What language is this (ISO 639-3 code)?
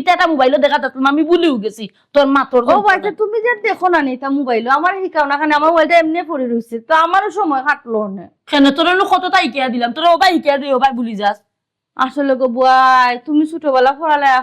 syl